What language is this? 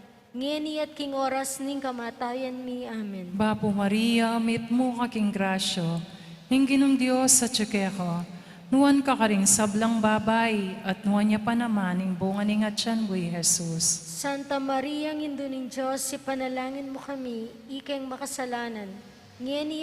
Pampanga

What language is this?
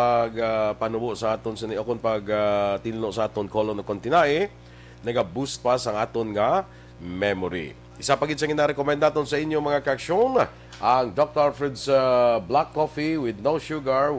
Hiligaynon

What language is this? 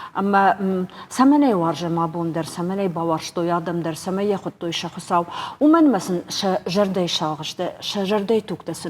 Ossetic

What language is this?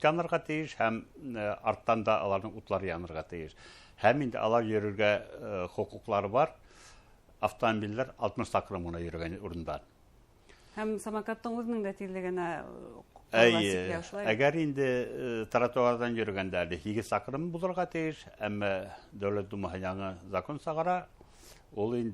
Bashkir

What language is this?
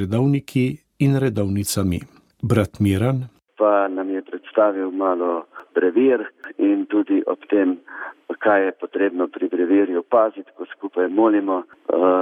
Slovenian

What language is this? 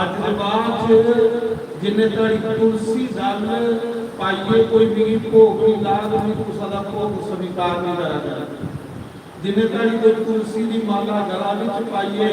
Dogri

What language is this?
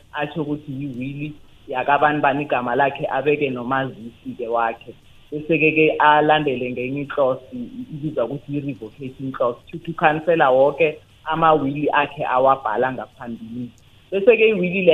South Ndebele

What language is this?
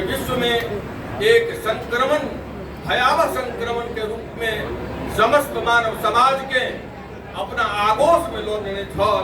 Maithili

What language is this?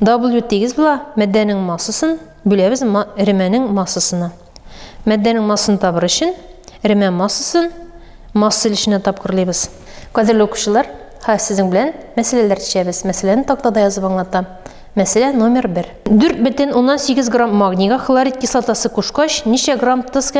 Tatar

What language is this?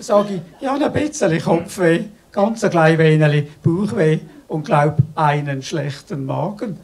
Swiss German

